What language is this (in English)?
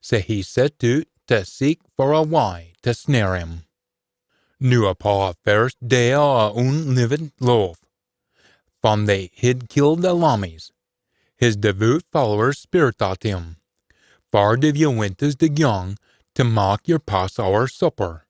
Scots